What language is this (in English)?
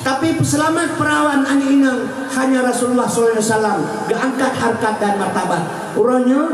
Achinese